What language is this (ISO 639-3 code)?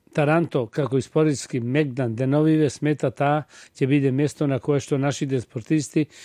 mkd